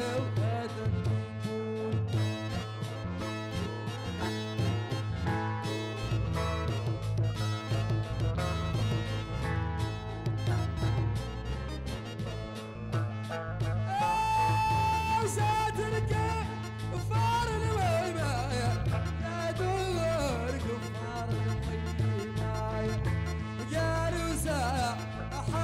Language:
Arabic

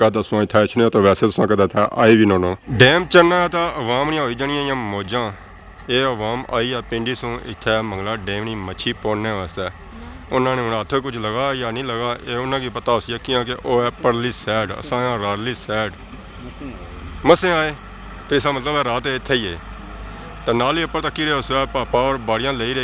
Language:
Pahari-Potwari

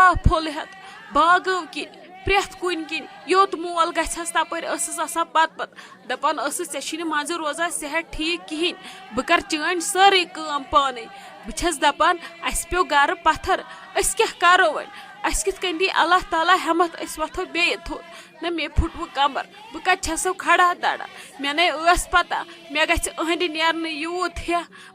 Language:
Kashmiri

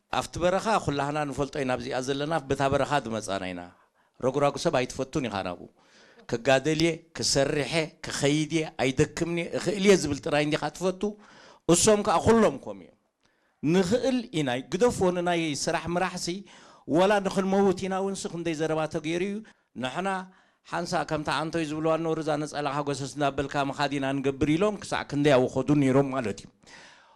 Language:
Tigrinya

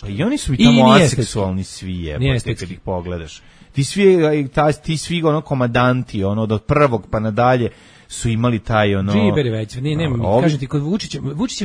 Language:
Serbian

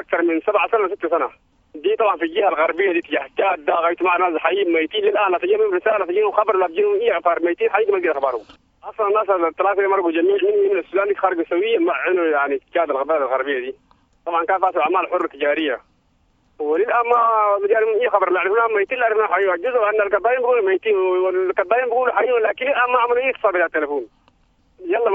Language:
Sudanese Arabic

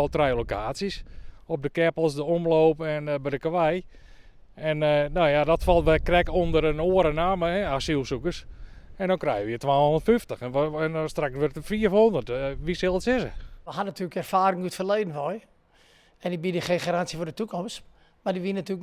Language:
Western Frisian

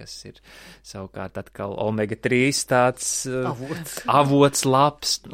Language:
Latvian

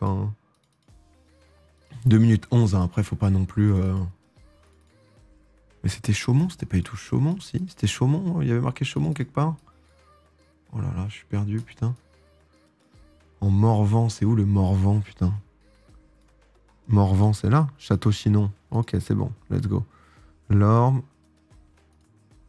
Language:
French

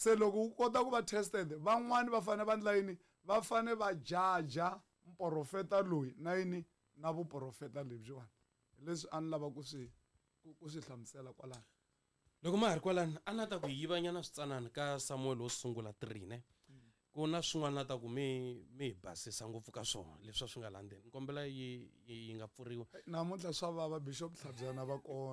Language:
Tsonga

